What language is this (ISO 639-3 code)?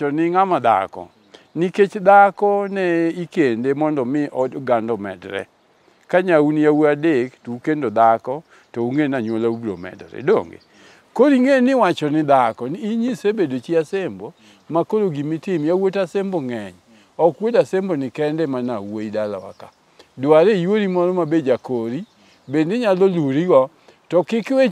luo